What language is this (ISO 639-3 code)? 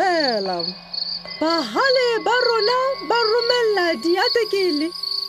sot